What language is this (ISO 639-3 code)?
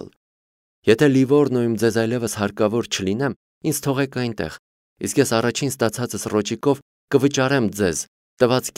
hye